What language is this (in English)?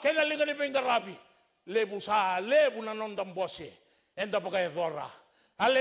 Fijian